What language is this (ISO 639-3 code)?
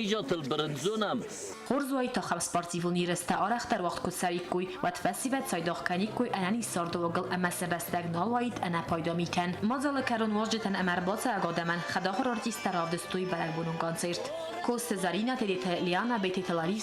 oss